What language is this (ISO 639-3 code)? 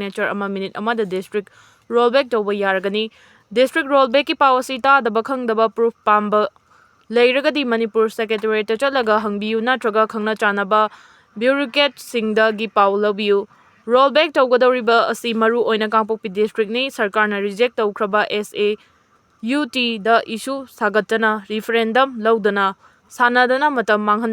mni